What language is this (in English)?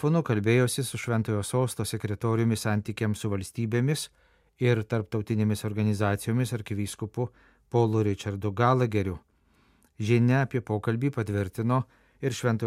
Lithuanian